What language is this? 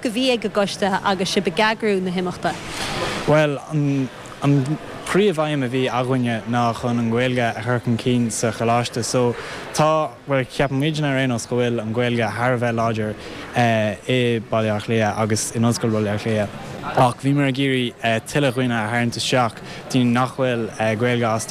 Irish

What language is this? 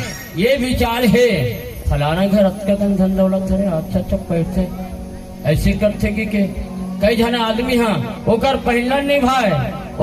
Chhattisgarhi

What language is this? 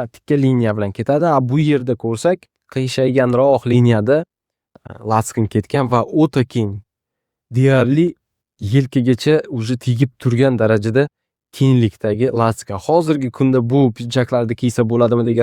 Uzbek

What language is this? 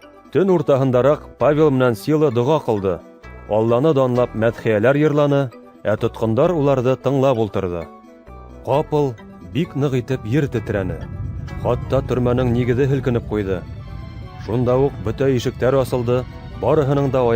Bashkir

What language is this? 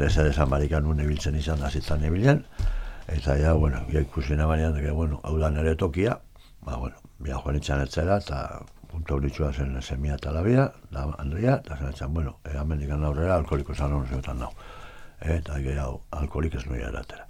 Basque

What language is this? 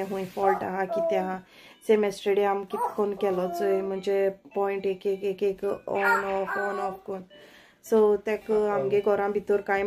Konkani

